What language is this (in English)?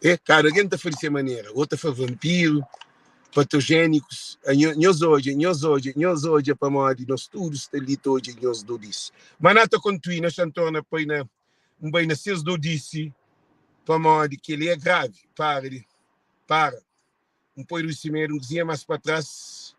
Kabuverdianu